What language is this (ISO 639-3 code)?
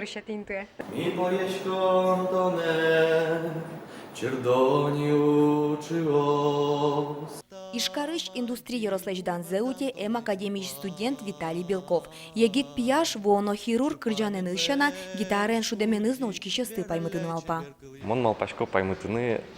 udm